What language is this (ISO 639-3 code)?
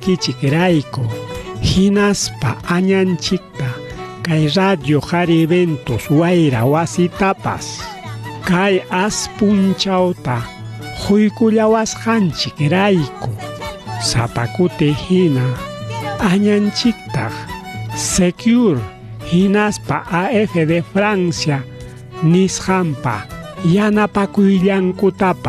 quy